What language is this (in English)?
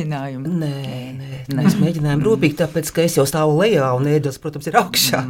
Latvian